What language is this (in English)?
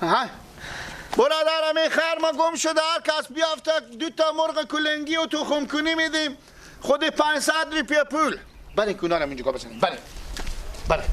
Persian